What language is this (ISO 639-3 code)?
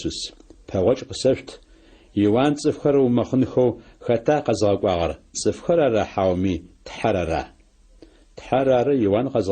ady